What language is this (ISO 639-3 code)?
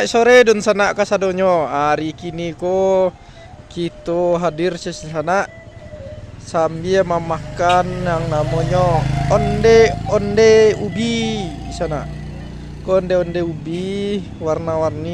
min